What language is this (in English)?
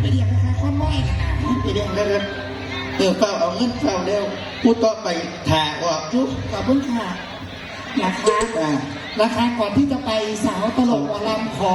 Northeastern Thai